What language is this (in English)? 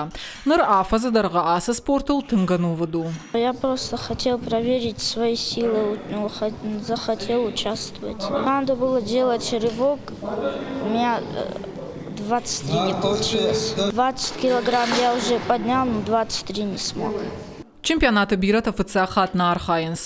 Ossetic